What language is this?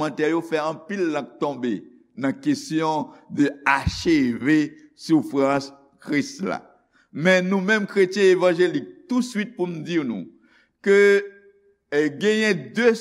Haitian Creole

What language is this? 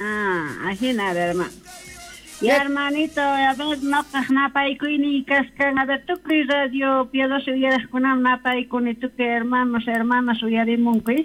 South Bolivian Quechua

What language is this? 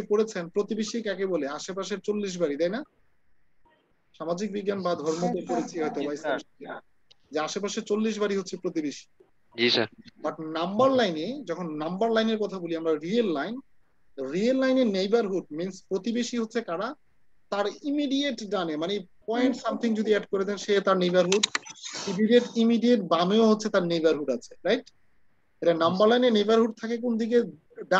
Bangla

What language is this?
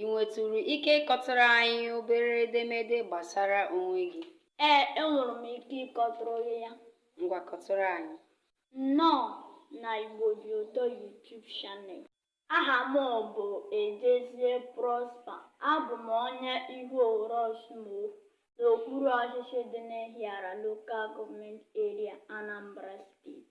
Igbo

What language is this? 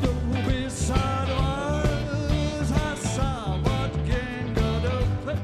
Western Frisian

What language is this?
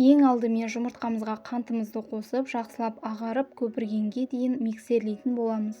Kazakh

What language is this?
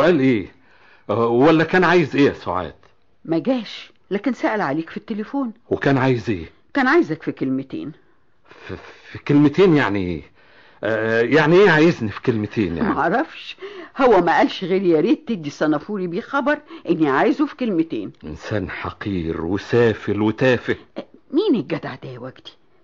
Egyptian Arabic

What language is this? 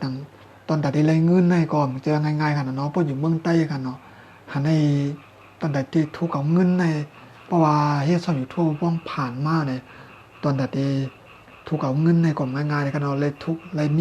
Shan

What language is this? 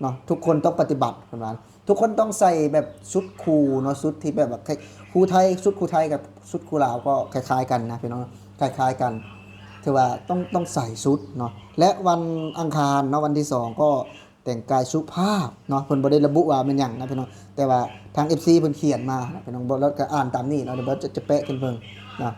Lao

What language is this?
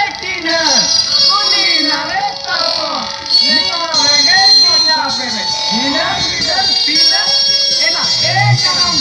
Santali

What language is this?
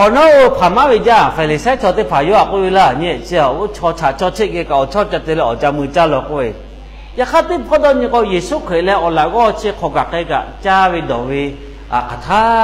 Lahu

